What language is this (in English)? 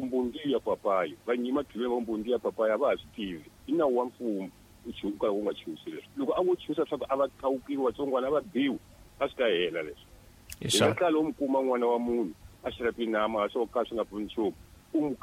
Tsonga